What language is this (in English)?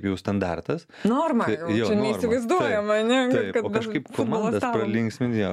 Lithuanian